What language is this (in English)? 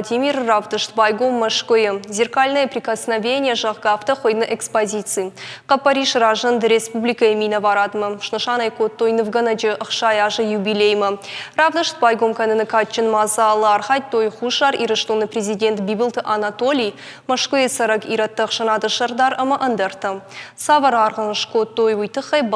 Ossetic